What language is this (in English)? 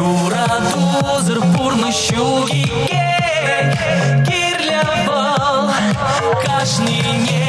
Chuvash